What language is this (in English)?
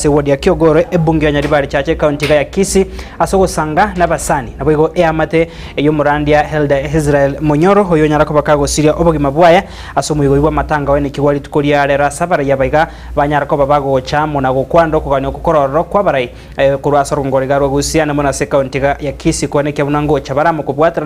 Gusii